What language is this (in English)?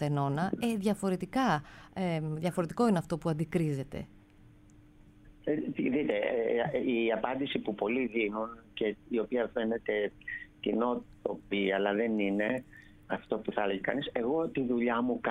Greek